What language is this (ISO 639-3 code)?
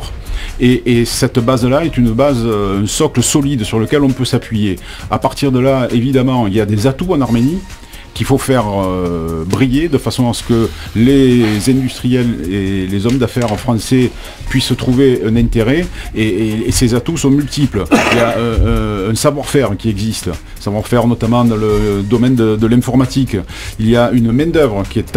fra